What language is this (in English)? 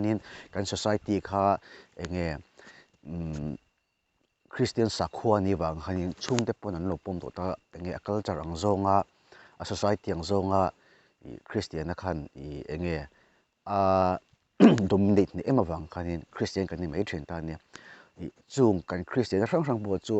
Mizo